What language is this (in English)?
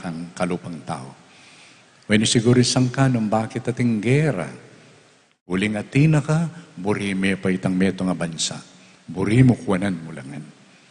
Pampanga